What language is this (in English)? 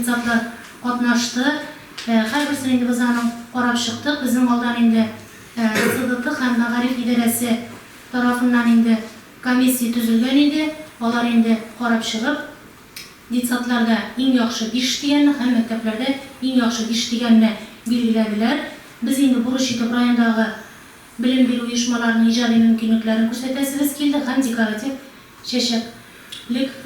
Tatar